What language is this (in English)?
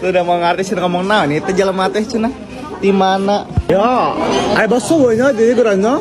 Sundanese